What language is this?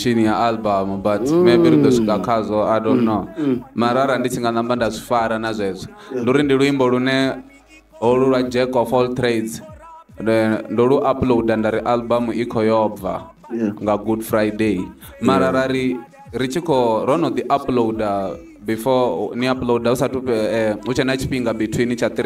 Venda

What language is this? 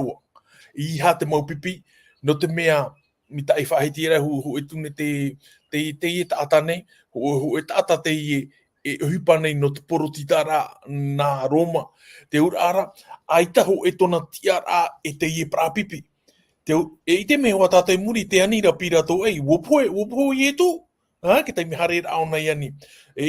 Tahitian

